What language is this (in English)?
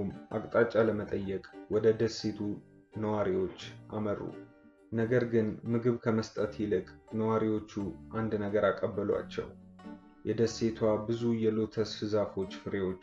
Amharic